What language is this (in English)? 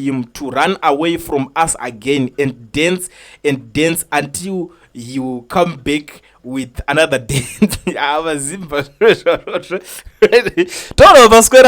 Shona